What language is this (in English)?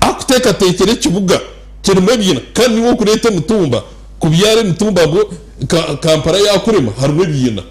Nyankole